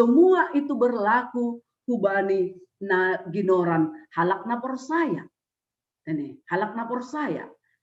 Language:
Batak Simalungun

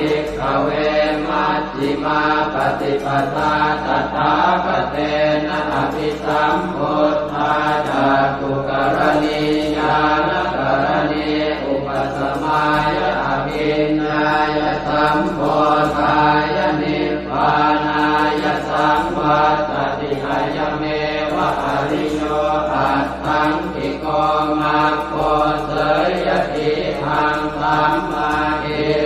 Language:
Pali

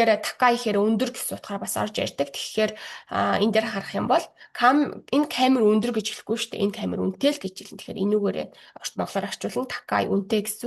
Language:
Mongolian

